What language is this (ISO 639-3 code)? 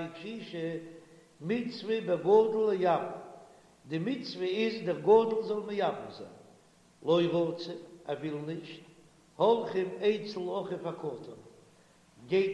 yid